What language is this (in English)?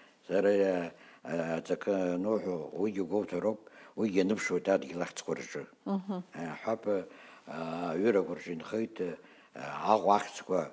Abkhazian